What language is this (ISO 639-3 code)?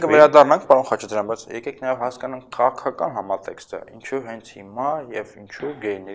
hye